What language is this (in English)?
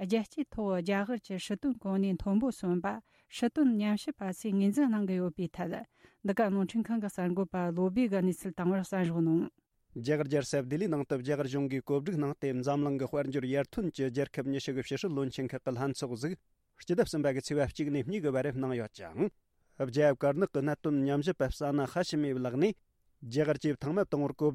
Tibetan